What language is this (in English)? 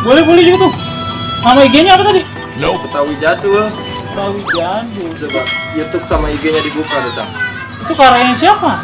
Betawi